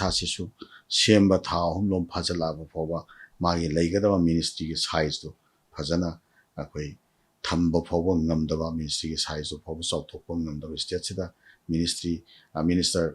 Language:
Manipuri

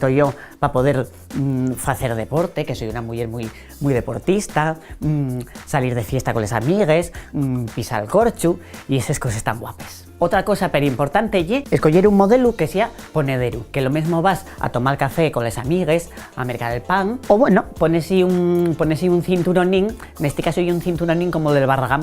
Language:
Asturian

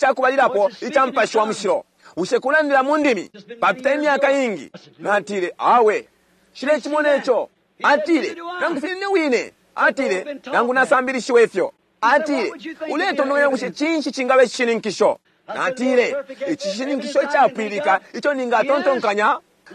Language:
Bemba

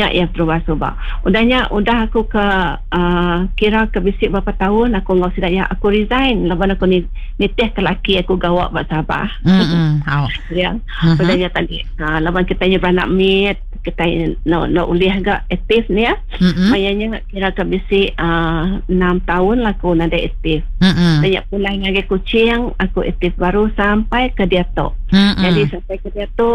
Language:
Iban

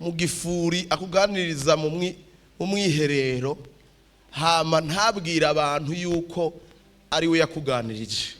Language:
Rundi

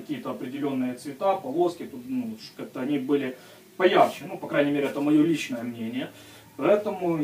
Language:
Russian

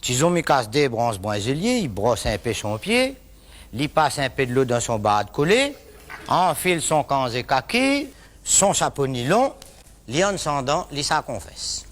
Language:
Réunion Creole French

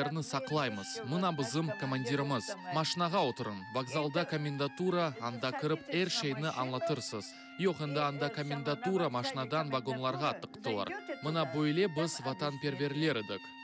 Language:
Crimean Tatar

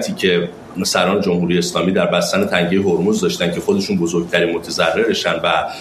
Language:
Persian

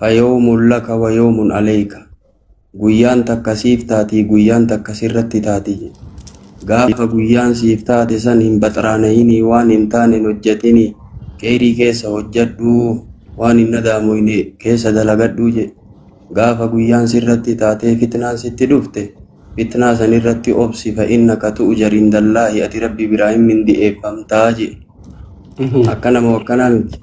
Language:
Oromo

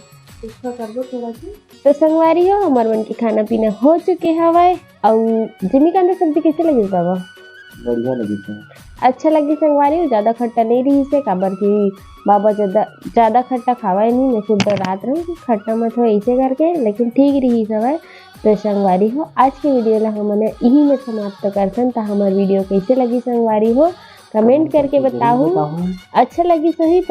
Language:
Chhattisgarhi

